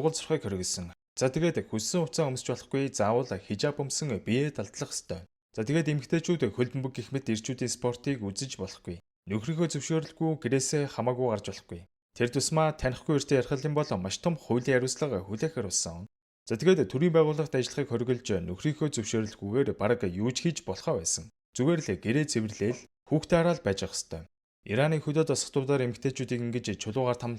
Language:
Mongolian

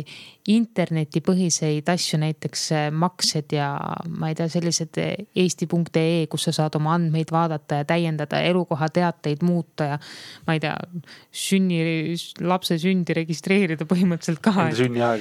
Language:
Estonian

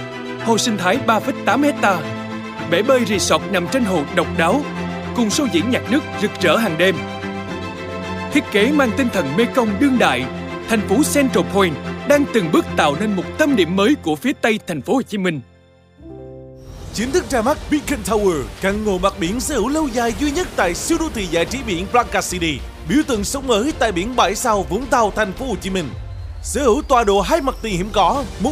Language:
Vietnamese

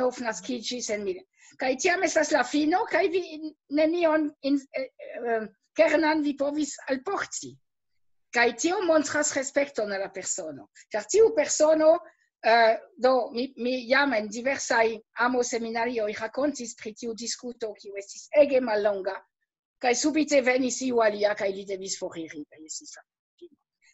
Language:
Esperanto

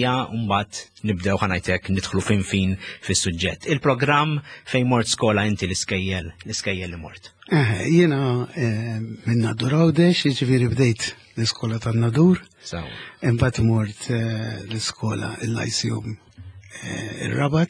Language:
Maltese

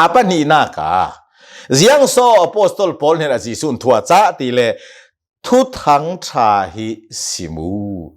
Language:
Hakha Chin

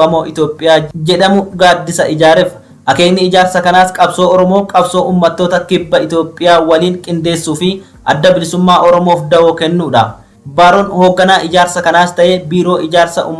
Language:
Oromo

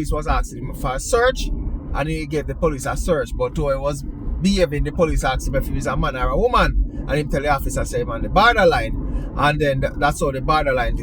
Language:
Jamaican Creole English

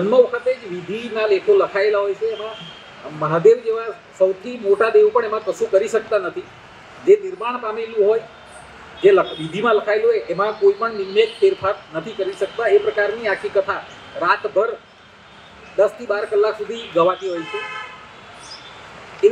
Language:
Gujarati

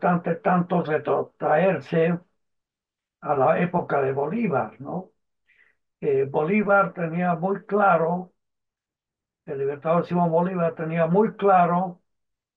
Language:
Spanish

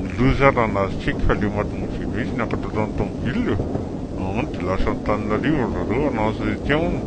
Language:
Malagasy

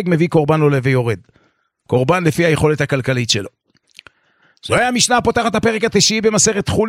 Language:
Hebrew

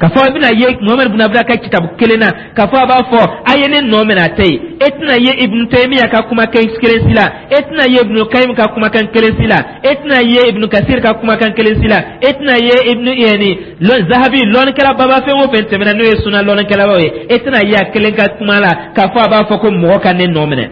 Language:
Dyula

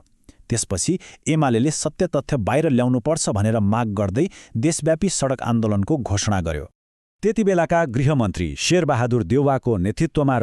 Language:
Nepali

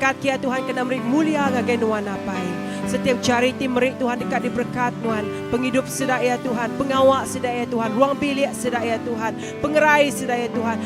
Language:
Iban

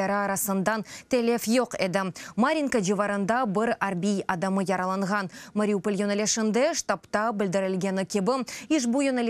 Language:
Crimean Tatar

